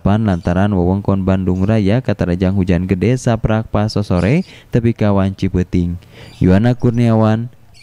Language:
Sundanese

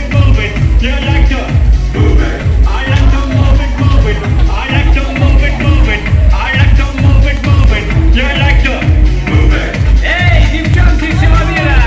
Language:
Kazakh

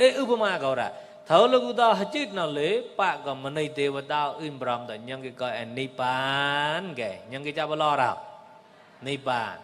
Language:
Mon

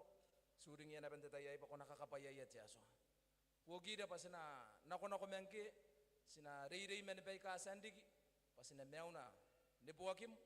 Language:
Gilbertese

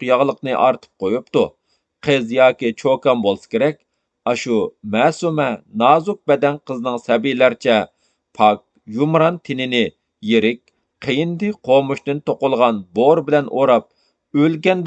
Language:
Uyghur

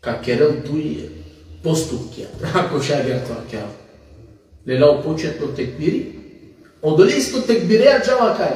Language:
Balkan Romani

